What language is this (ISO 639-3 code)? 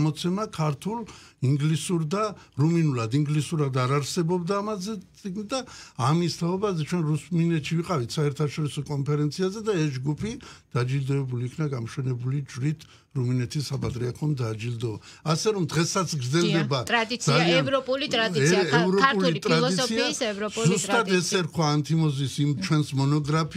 kat